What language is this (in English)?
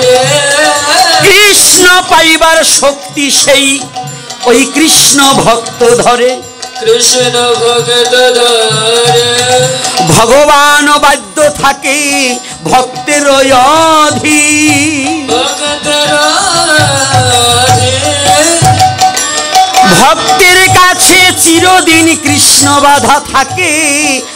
Bangla